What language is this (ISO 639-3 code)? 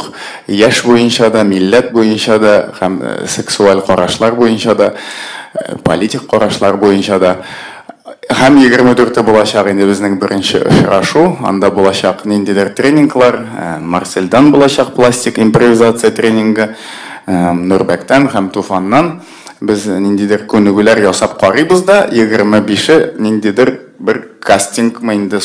tat